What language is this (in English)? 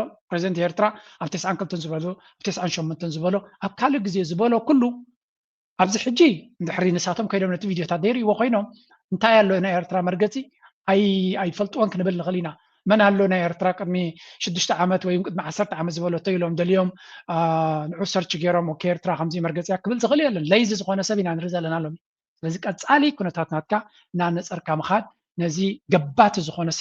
Tigrinya